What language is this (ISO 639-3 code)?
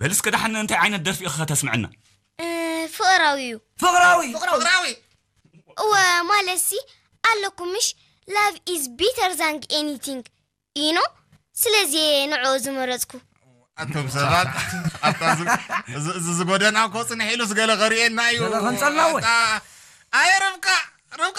tir